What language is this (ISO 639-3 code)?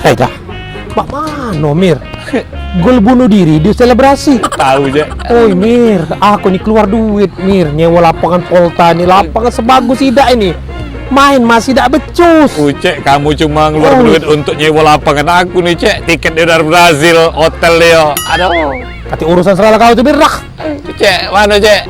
mui